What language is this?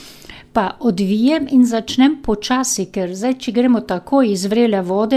Slovenian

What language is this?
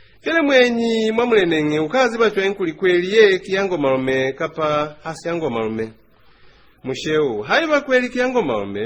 Lozi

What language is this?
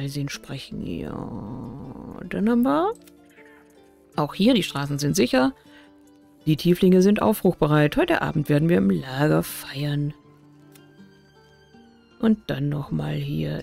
German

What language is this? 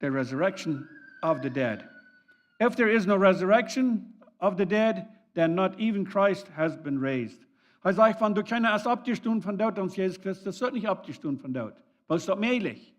Plautdietsch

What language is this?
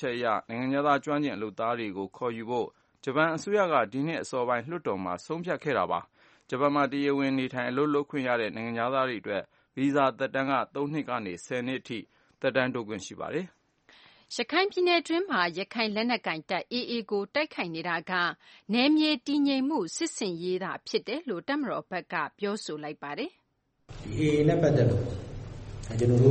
Burmese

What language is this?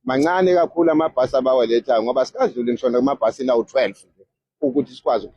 Zulu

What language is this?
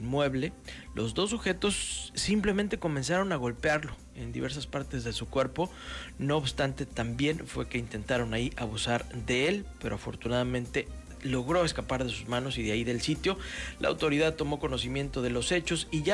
Spanish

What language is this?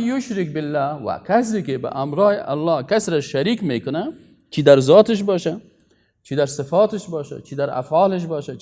Persian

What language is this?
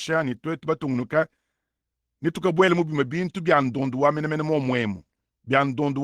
Luba-Lulua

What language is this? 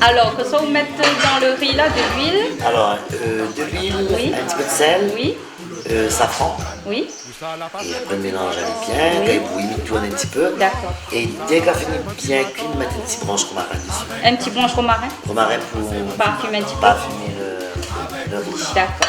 Réunion Creole French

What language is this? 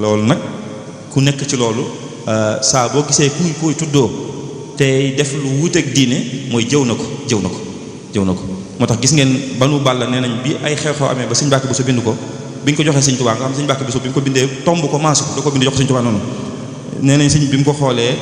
Wolof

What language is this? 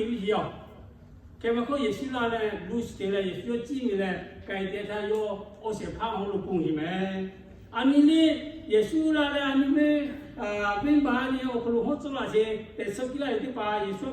Lahu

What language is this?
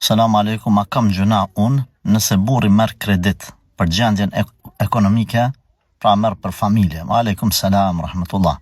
Albanian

